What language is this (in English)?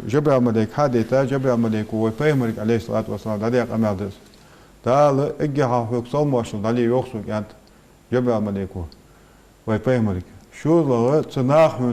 Ingush